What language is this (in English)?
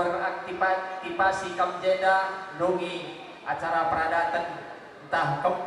Batak Karo